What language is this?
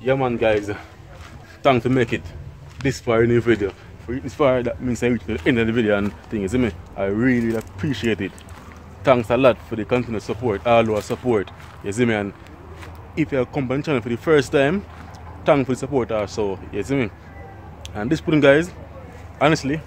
Jamaican Creole English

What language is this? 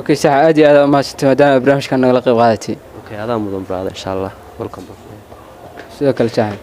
Somali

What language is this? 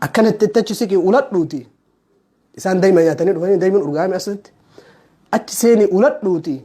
Oromo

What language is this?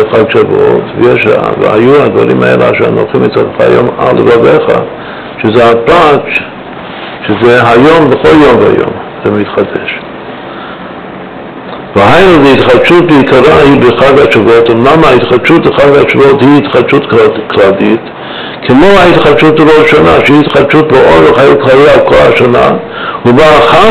Hebrew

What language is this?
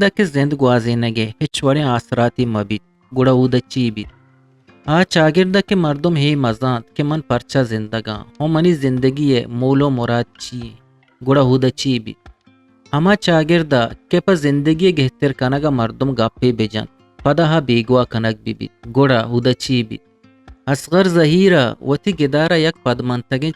Eastern Balochi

